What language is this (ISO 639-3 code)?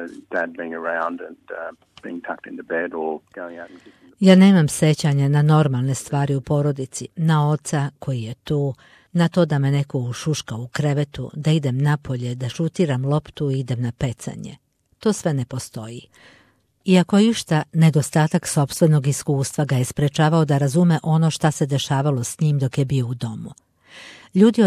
srp